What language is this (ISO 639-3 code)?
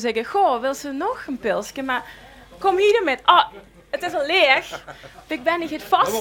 lim